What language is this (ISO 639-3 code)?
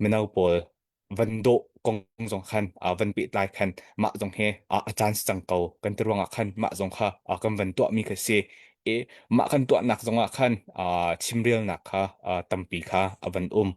cnh